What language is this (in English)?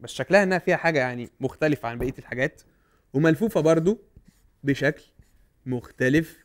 Egyptian Arabic